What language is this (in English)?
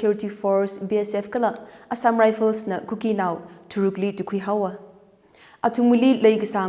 Tangkhul Naga (India)